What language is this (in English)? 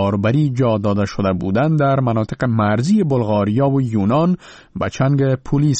Persian